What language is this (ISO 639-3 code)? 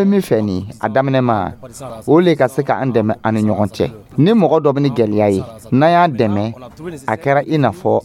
dyu